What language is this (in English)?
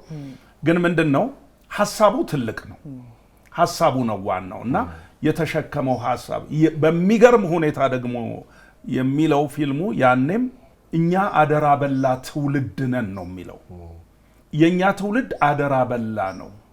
Amharic